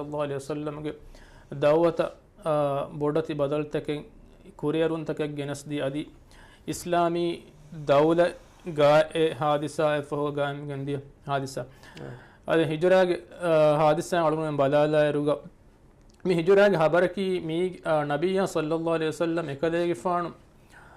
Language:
Divehi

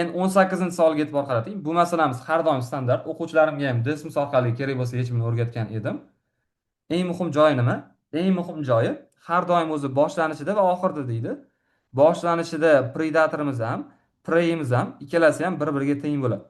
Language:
Uzbek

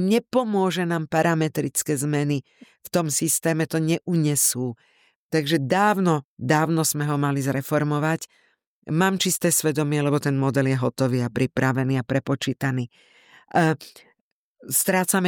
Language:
Slovak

